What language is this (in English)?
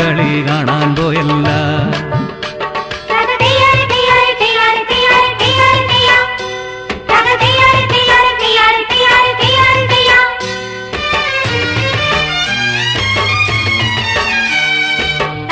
Malayalam